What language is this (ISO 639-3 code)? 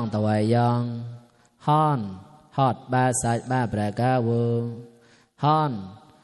mnw